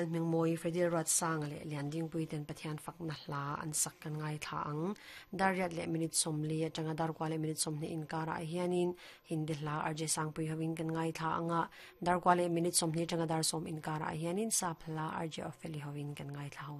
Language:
Mizo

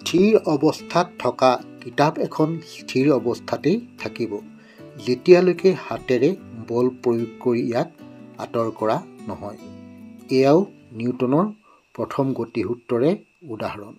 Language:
Assamese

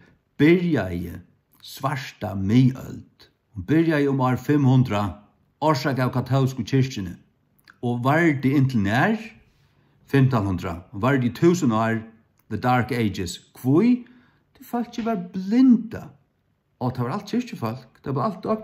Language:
Faroese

